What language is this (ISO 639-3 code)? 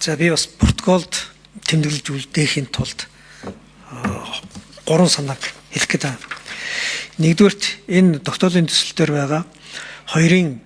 mon